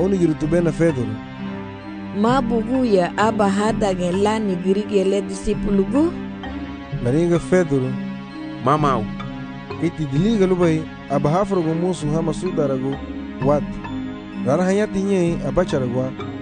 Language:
Garifuna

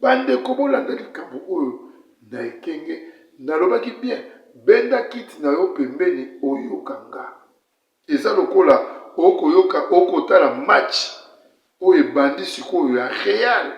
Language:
Lingala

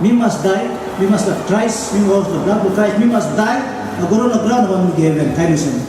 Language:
Tok Pisin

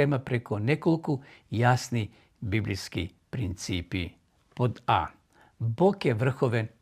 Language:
Macedonian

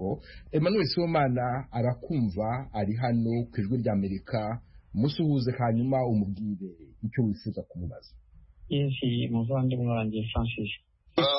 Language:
Kinyarwanda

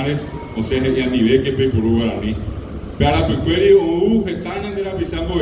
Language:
Guarani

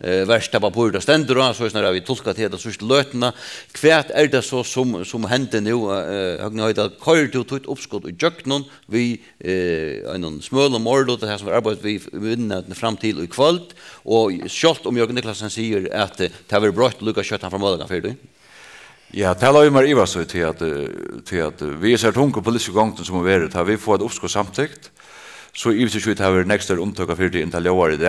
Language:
Faroese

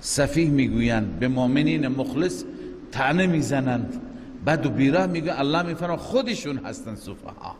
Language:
Persian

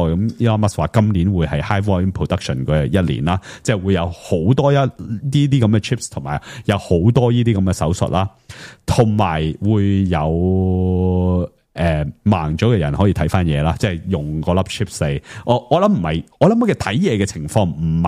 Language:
Cantonese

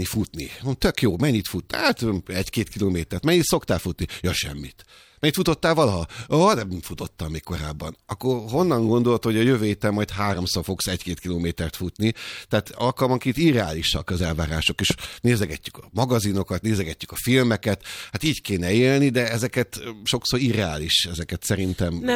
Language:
Hungarian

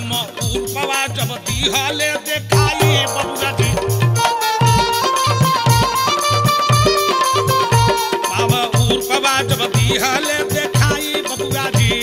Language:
Bhojpuri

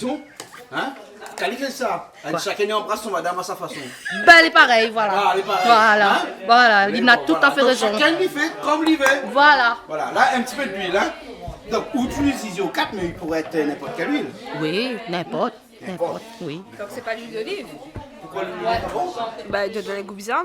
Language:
Réunion Creole French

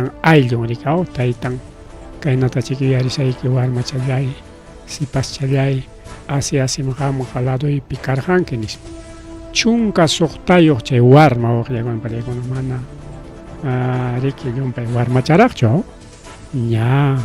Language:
Ayacucho Quechua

